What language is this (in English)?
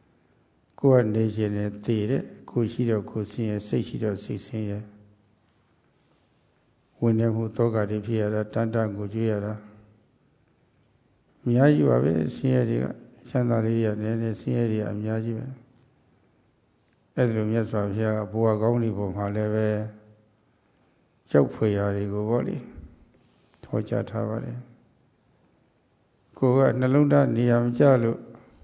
Burmese